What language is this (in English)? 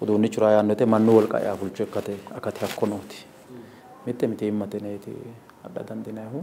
Sidamo